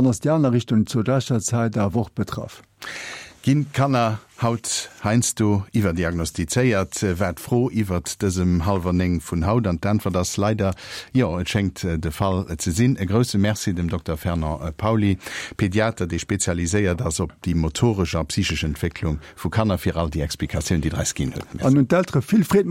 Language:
Luxembourgish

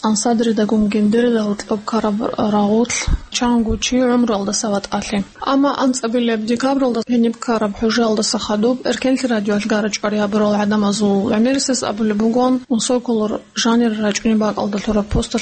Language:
Avaric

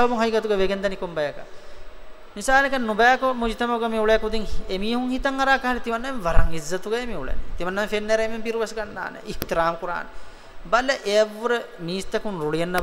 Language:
Divehi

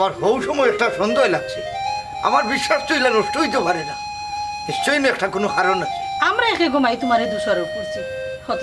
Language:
Sylheti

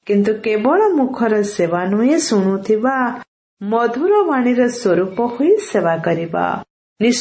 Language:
Odia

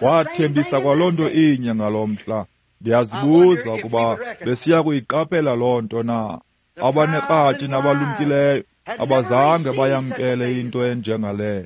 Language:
Xhosa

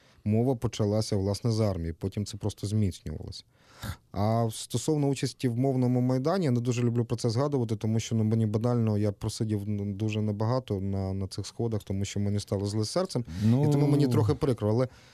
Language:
Ukrainian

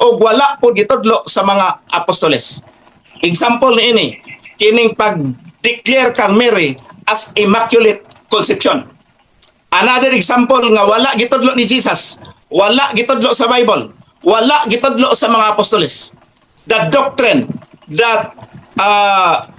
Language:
Cebuano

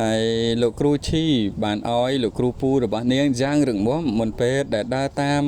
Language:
Khmer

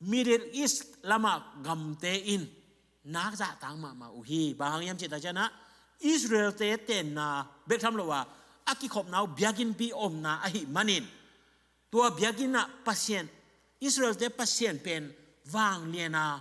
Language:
Tedim Chin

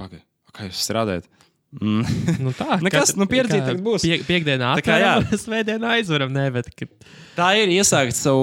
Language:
Latvian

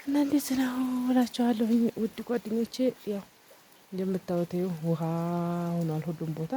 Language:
Amharic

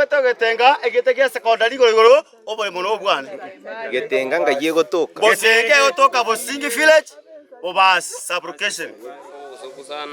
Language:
Gusii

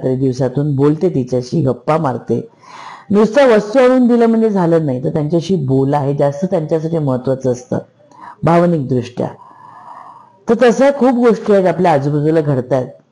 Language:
Marathi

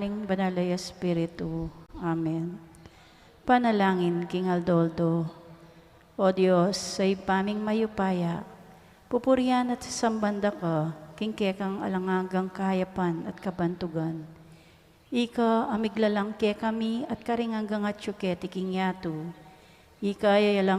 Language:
Pampanga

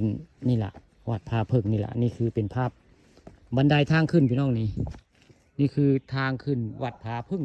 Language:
Northeastern Thai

